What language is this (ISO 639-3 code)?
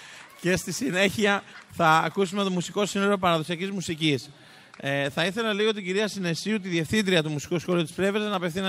ell